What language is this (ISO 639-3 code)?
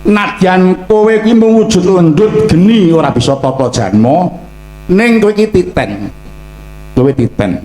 jav